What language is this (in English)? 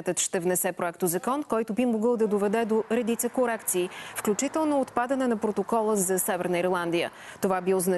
Bulgarian